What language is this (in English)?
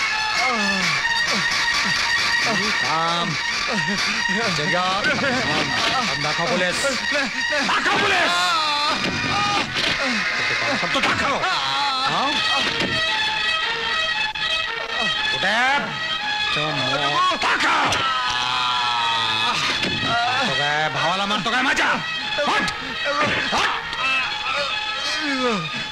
Marathi